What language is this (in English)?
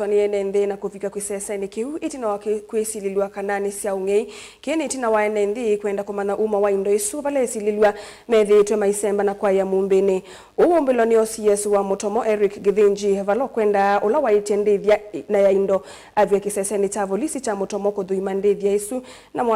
Kamba